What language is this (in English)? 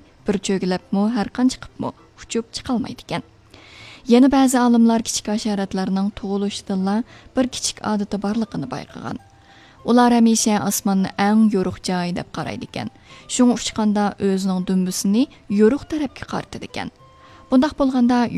Uyghur